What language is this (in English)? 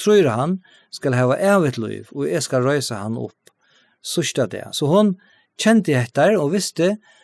Faroese